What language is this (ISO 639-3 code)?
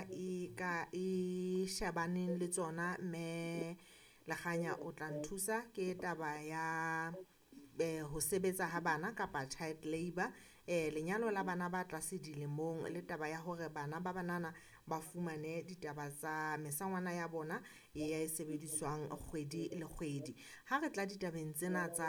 sot